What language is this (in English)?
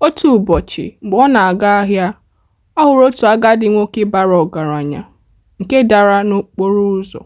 Igbo